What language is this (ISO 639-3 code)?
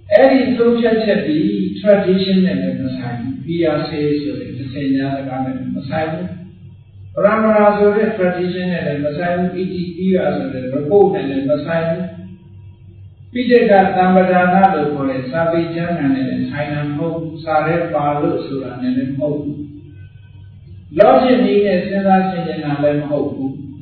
mya